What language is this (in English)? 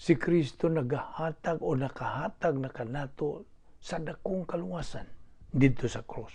Cebuano